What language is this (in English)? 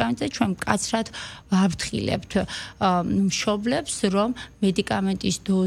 Georgian